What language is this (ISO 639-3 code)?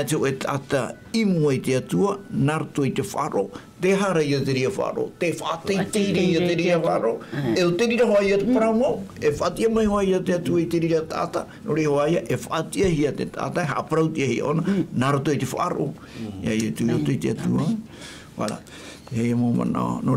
tah